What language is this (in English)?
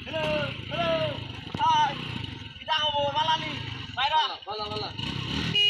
Sylheti